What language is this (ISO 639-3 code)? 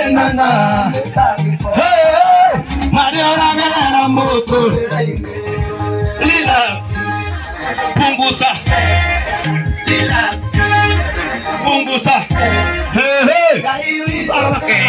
swa